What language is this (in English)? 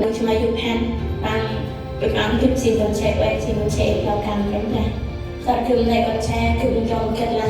Central Mnong